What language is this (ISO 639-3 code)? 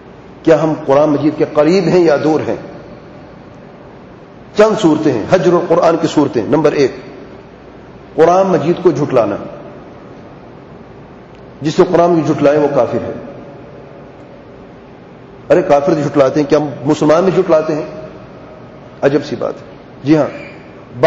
urd